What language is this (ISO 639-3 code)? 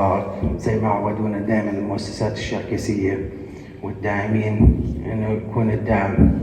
apc